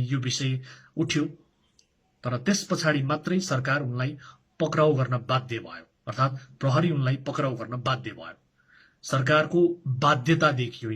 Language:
Nepali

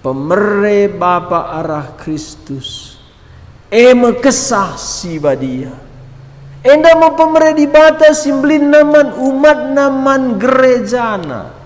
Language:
Batak Karo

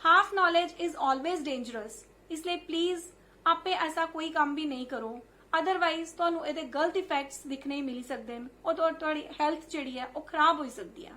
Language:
Dogri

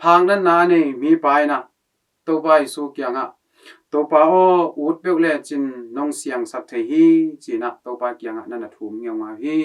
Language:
Tedim Chin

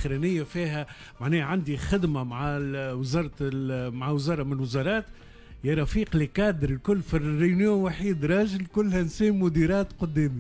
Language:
Tunisian Arabic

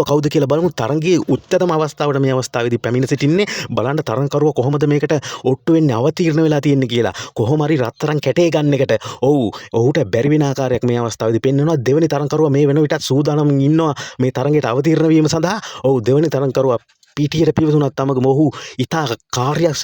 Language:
Sinhala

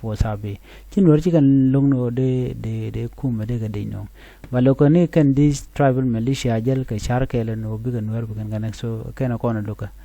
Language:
Nuer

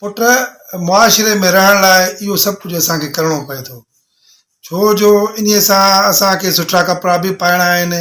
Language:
Sindhi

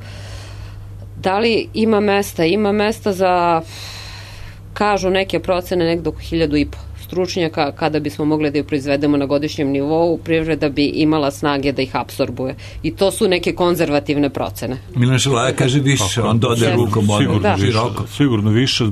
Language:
Serbian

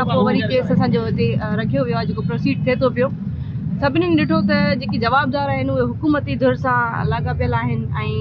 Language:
Sindhi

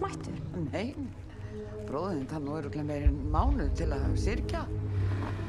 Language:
Icelandic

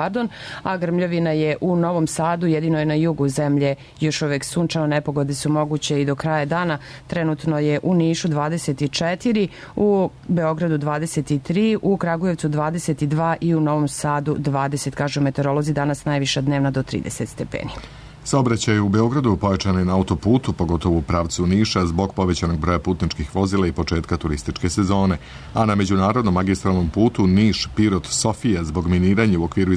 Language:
Serbian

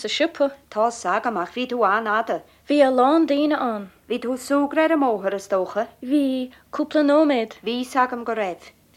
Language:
Irish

